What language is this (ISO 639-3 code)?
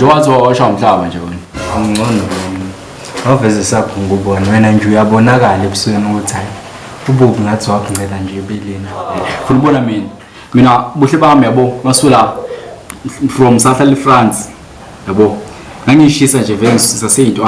zul